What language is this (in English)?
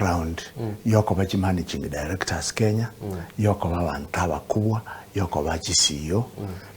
Gusii